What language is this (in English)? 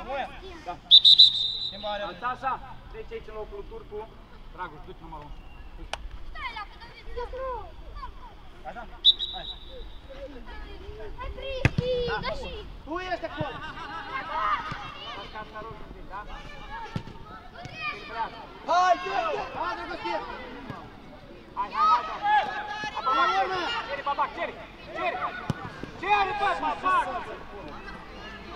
Romanian